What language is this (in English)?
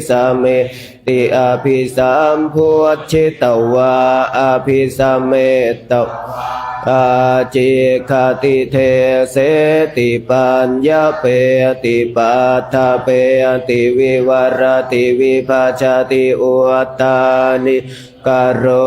Pali